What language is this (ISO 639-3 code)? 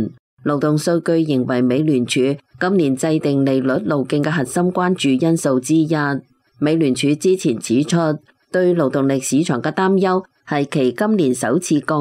yue